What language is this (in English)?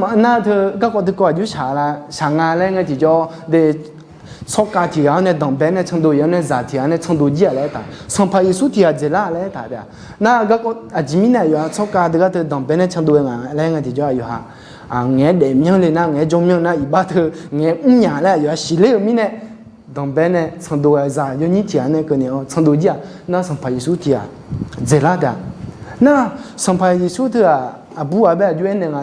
Akha